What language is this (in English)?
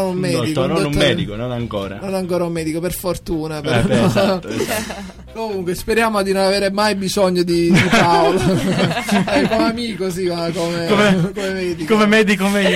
Italian